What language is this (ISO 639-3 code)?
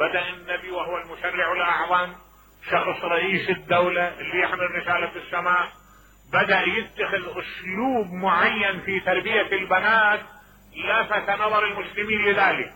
acm